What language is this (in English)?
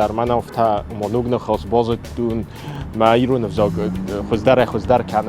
Ossetic